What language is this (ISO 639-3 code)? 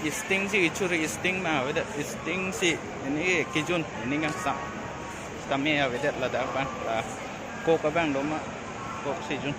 mjw